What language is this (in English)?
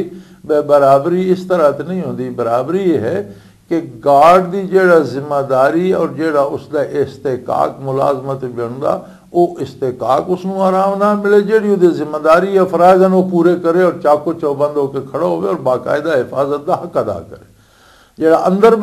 Western Panjabi